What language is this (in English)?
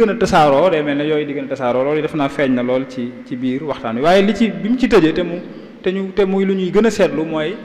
Wolof